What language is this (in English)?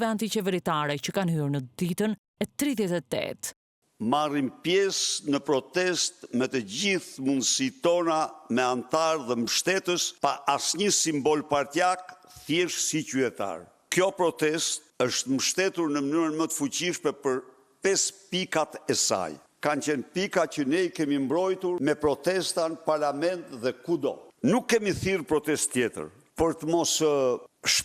Albanian